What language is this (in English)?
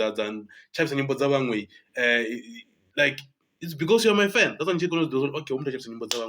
Venda